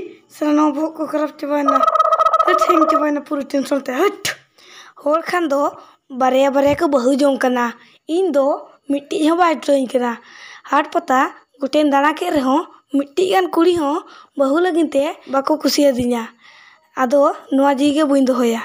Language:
Santali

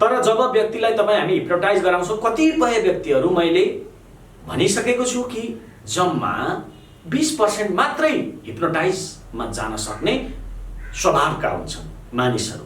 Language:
Nepali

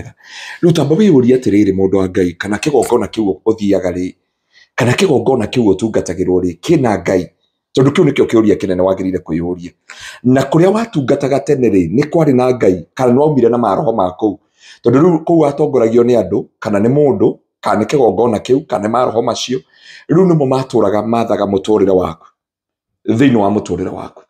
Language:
Kikuyu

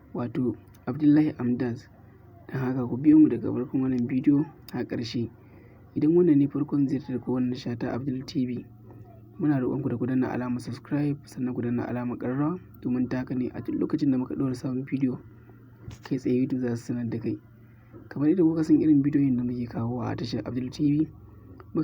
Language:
Hausa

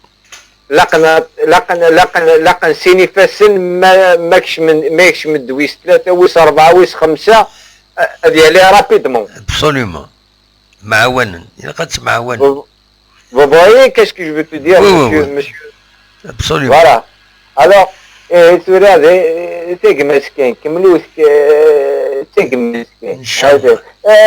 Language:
Kabyle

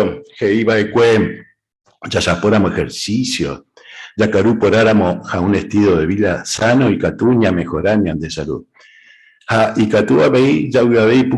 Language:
Guarani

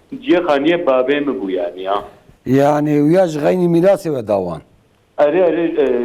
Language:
Kurdish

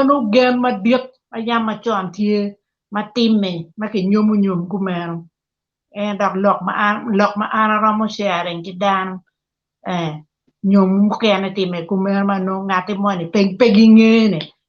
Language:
Acoli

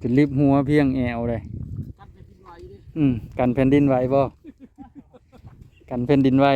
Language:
Northeastern Thai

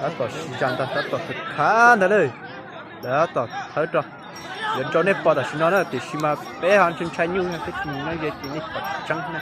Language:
Hmong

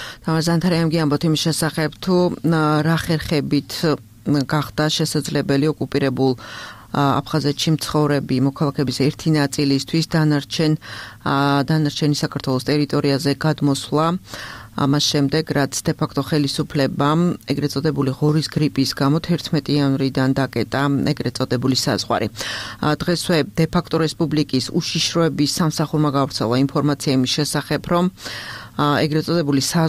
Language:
Georgian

